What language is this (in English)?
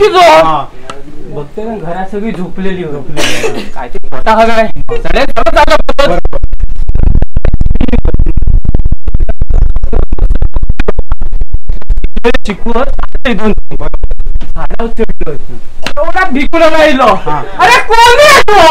Marathi